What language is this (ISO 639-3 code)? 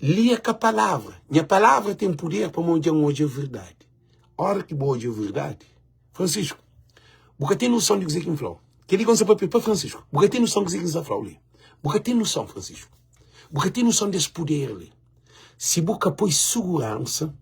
kea